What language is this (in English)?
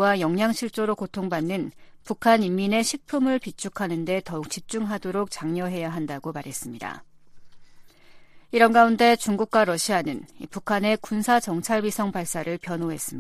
Korean